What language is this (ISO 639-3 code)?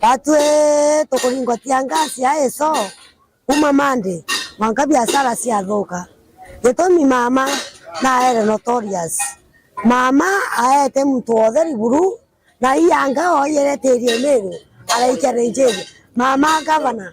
mer